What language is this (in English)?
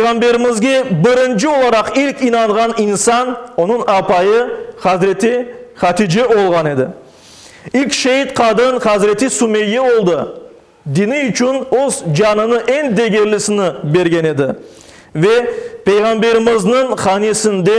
Crimean Tatar